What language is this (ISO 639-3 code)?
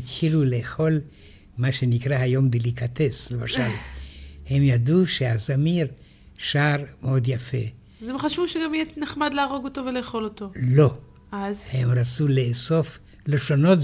heb